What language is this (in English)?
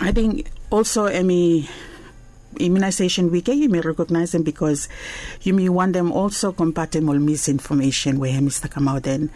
Bislama